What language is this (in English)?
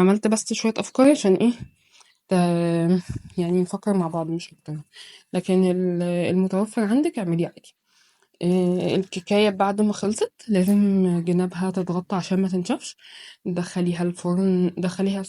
Egyptian Arabic